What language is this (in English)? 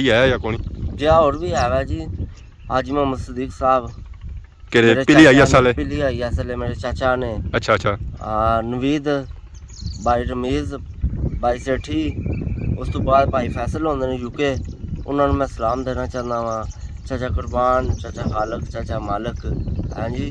Pahari-Potwari